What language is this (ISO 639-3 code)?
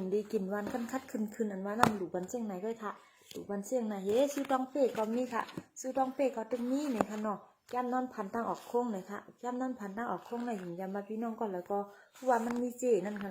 shn